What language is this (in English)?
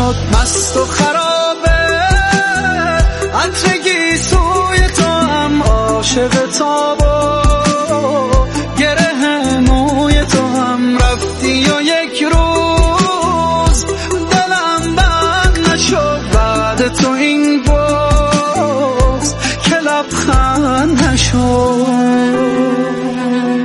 Persian